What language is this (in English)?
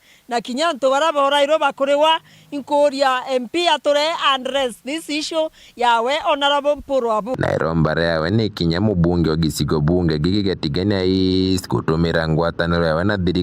Meru